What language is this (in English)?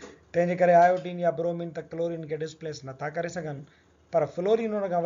Sindhi